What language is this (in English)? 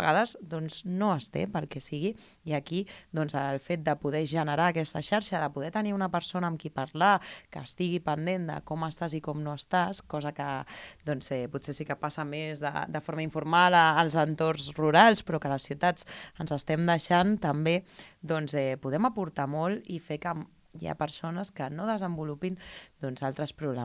Catalan